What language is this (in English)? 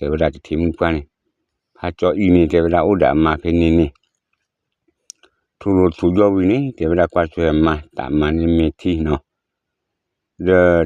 S'gaw Karen